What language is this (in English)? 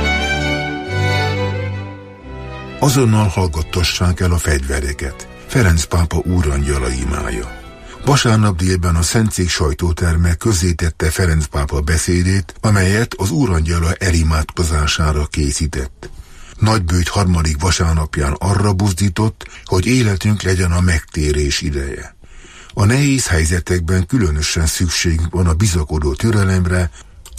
Hungarian